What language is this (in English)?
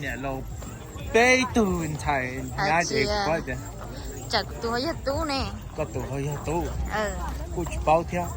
Hmong